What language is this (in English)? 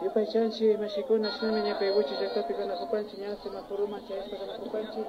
Imbabura Highland Quichua